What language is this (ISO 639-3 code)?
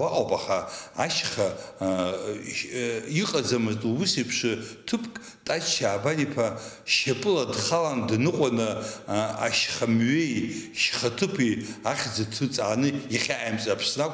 abk